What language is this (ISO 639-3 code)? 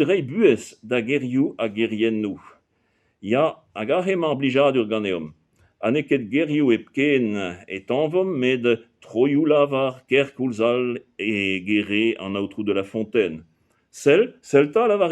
bre